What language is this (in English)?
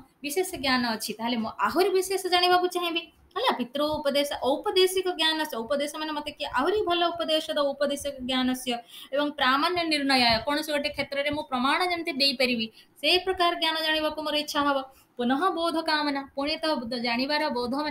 Odia